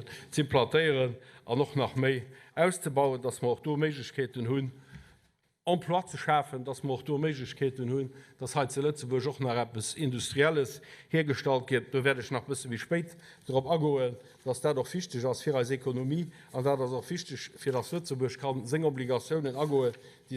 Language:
Luxembourgish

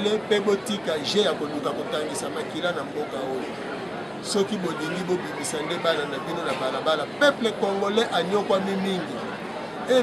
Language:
Lingala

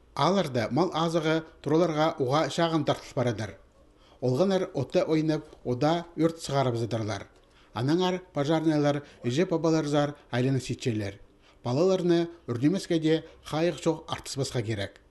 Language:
Khakas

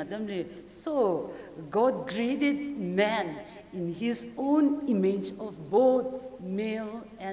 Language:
Tangkhul Naga (India)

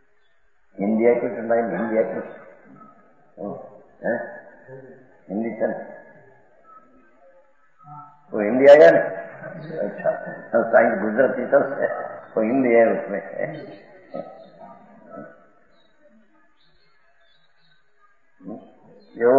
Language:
Gujarati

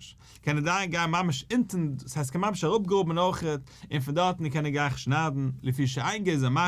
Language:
Yiddish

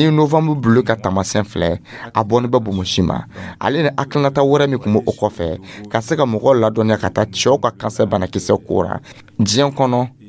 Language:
Dyula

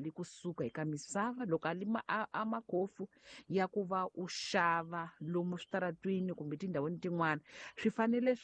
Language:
Tsonga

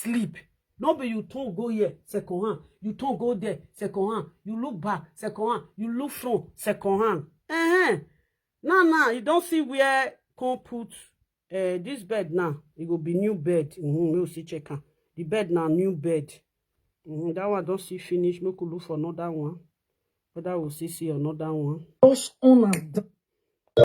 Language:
Nigerian Pidgin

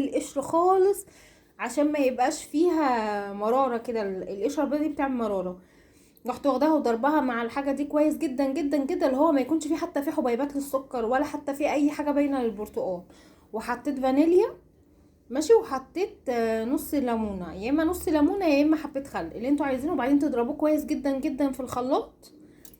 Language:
Egyptian Arabic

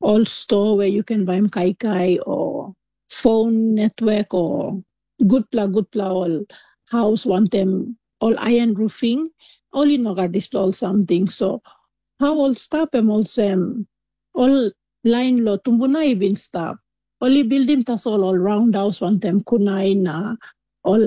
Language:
Tok Pisin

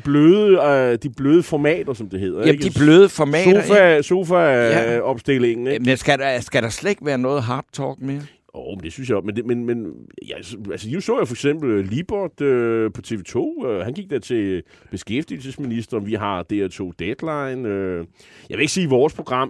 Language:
Danish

